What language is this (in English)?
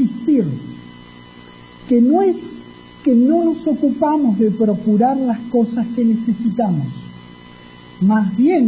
Spanish